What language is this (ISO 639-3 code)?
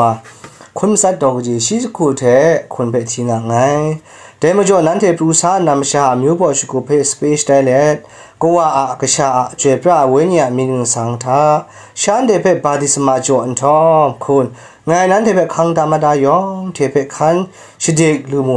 kac